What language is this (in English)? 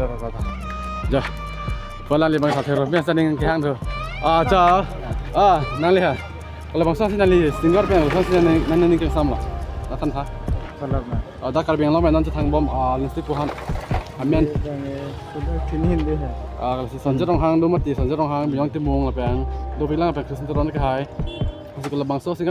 Karbi